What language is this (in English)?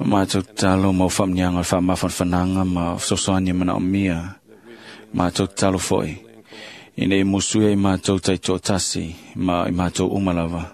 Samoan